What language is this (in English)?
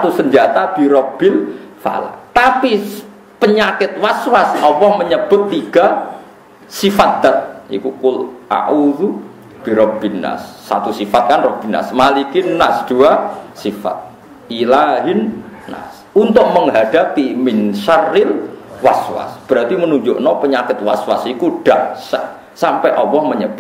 Javanese